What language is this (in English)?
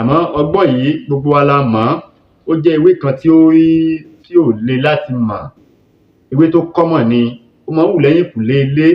Yoruba